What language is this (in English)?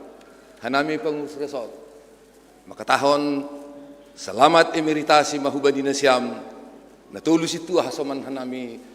Batak Simalungun